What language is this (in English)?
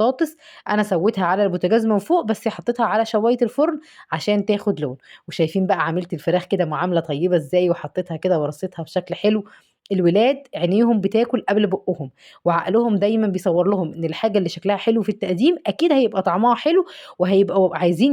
Egyptian Arabic